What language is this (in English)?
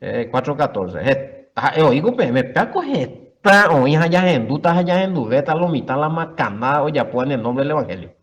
Guarani